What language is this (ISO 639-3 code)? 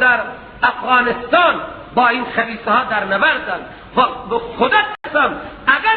fas